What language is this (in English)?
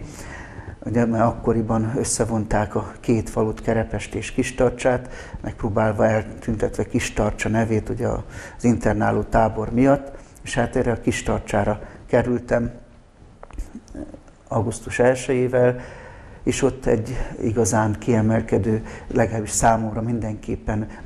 Hungarian